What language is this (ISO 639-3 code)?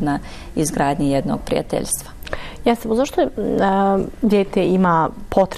bos